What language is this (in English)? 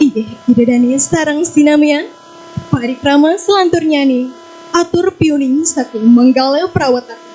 Balinese